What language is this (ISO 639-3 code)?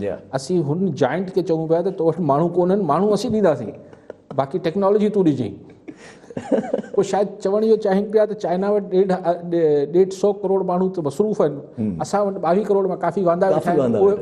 snd